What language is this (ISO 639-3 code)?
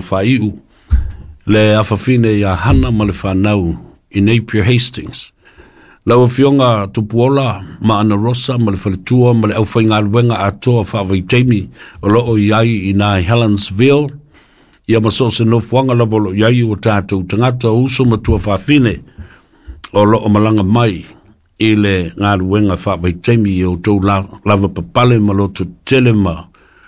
smo